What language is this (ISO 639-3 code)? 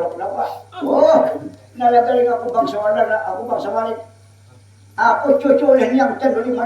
bjn